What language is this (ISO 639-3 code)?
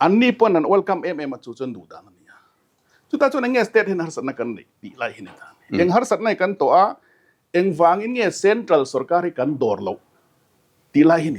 lus